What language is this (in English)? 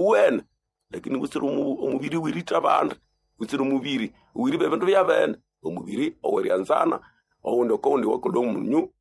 Nande